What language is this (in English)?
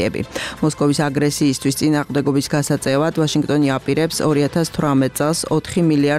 Georgian